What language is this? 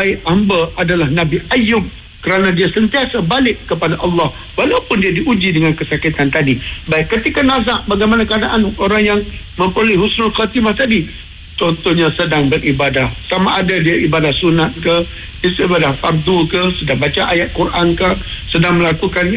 Malay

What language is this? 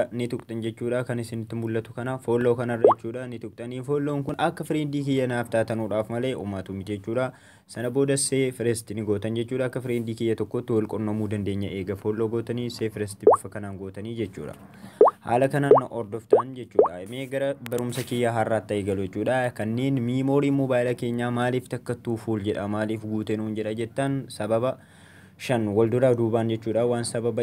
Oromo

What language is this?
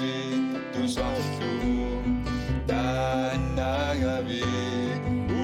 Kalaallisut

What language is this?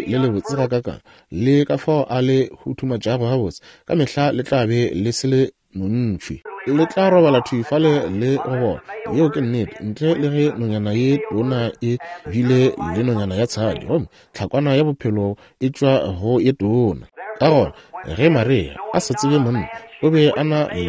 Northern Sotho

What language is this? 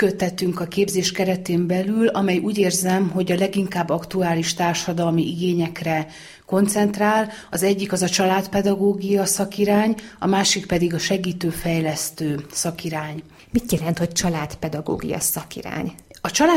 Hungarian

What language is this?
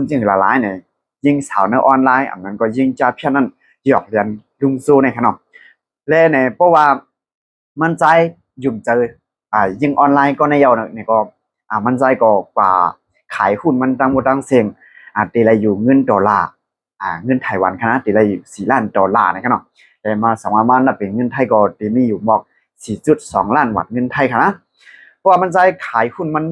Shan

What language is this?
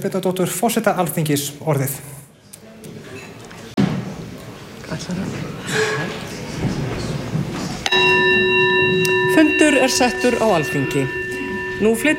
Icelandic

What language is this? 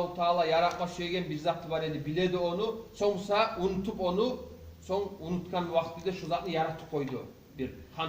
Kumyk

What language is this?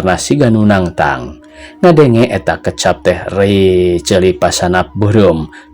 Sundanese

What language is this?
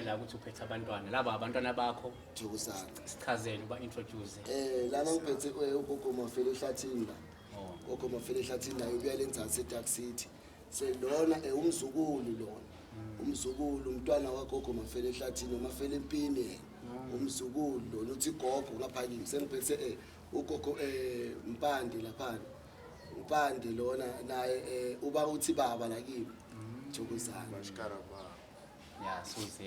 Zulu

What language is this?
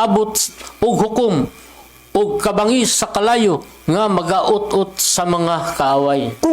Cebuano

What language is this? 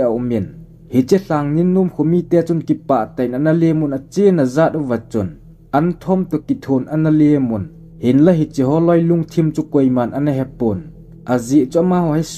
Thado Chin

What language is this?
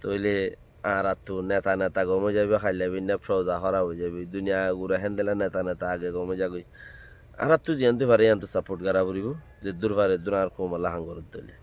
Rohingya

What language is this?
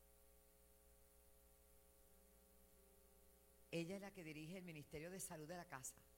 Spanish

